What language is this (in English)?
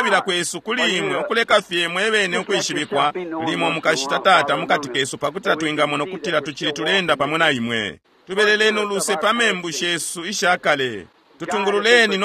Bemba